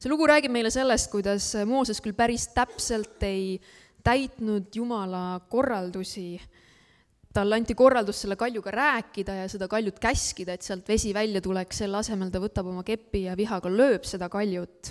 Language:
Estonian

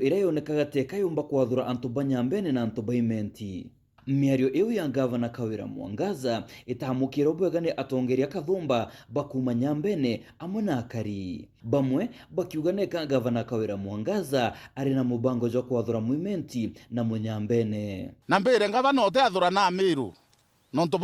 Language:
Meru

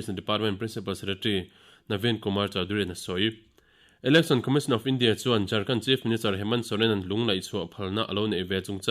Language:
Mizo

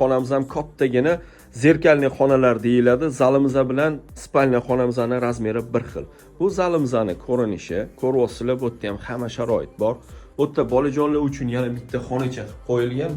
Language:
Uzbek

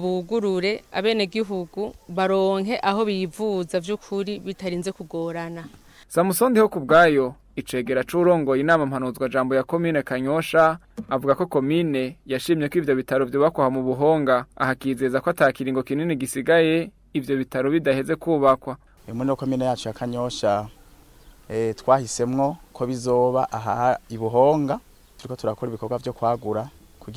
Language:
Rundi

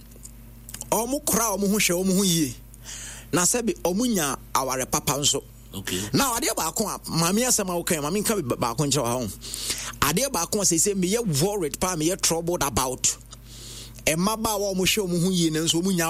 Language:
Akan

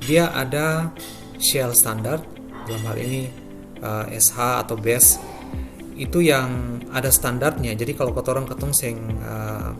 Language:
Ambonese Malay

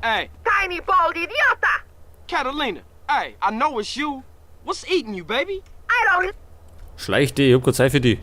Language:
Bavarian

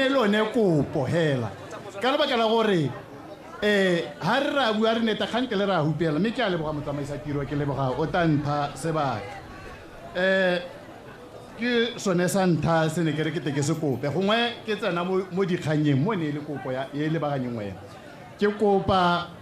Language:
Tswana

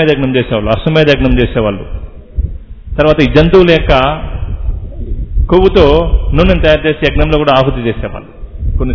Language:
Telugu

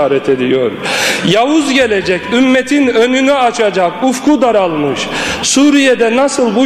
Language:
Turkish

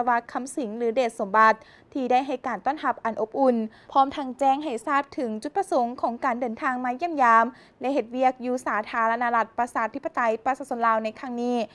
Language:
Lao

